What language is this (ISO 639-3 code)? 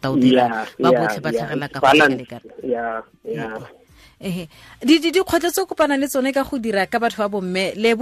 tsn